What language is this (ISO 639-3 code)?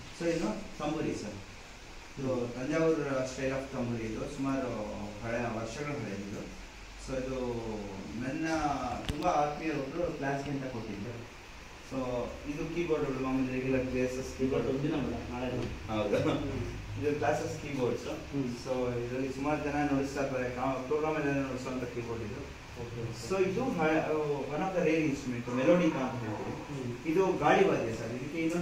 kan